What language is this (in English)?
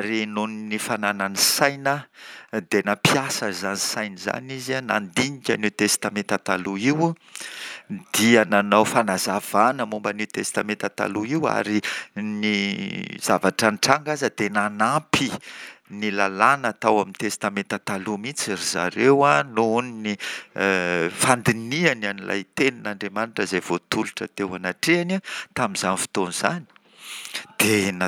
Malagasy